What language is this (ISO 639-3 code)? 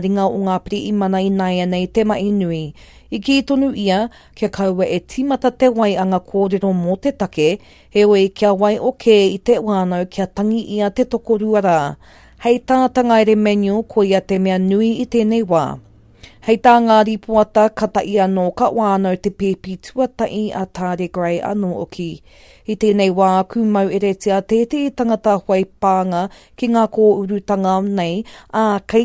mri